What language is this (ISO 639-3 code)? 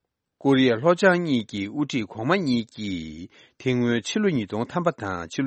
bod